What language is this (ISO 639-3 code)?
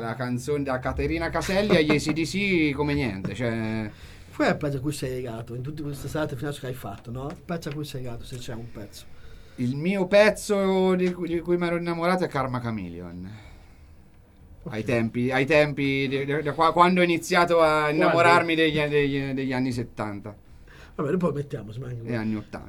ita